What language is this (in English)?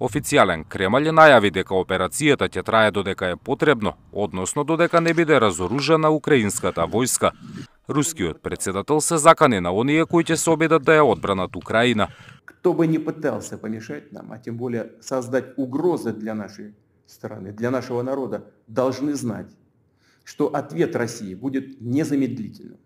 Macedonian